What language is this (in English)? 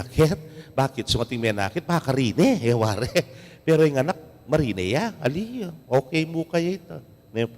Pampanga